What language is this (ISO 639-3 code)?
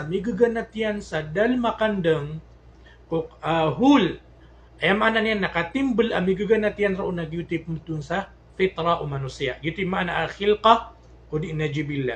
mrw